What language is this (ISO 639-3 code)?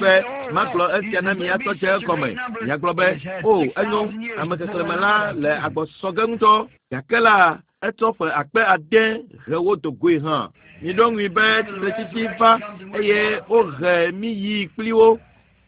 ewe